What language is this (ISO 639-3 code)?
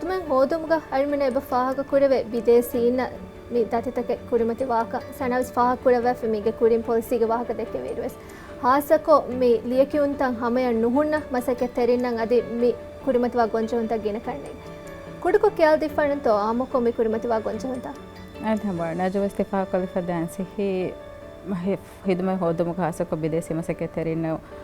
div